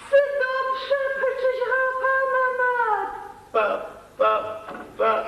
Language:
Adyghe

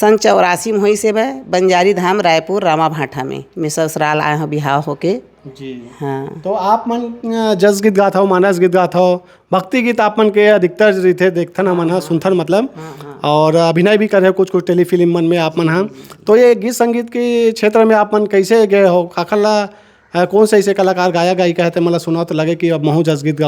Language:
Chhattisgarhi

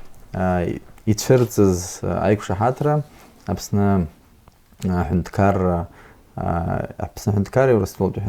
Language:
Abkhazian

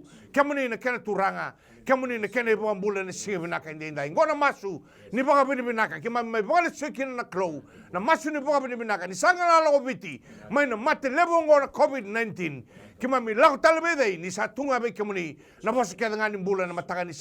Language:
Fijian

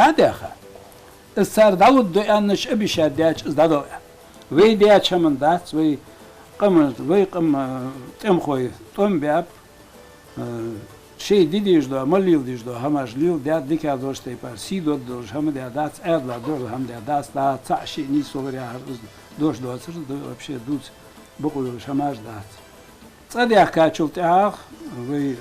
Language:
Ingush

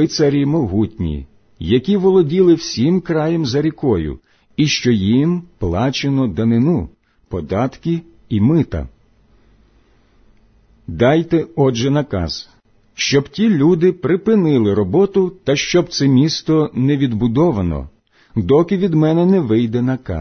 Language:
Ukrainian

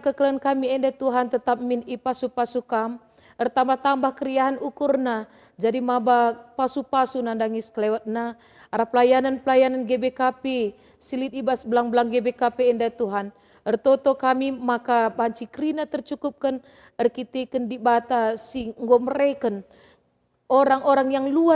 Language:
Batak Karo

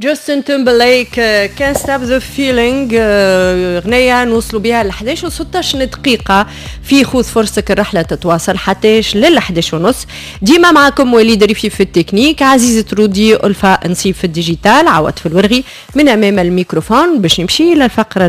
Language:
Tunisian Arabic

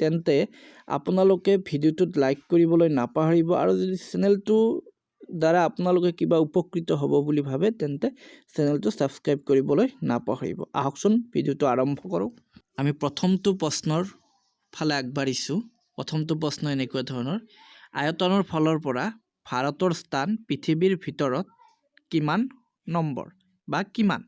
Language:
Assamese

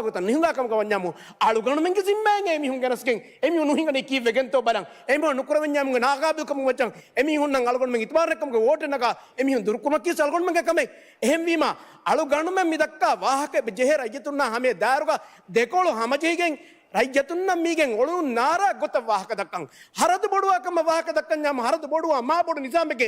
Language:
Divehi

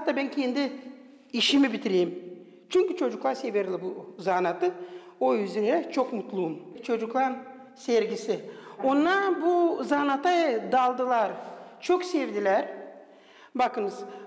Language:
Gagauz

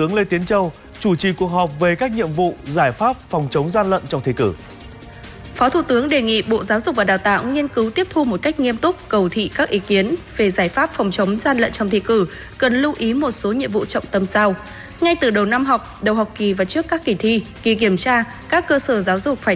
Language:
Vietnamese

